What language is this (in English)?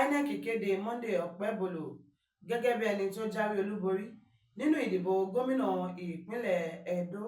Yoruba